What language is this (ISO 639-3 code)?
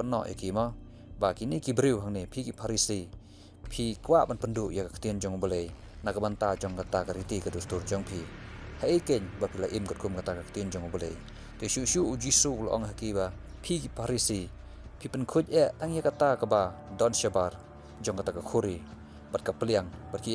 kha